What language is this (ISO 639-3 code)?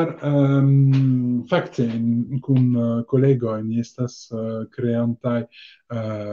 epo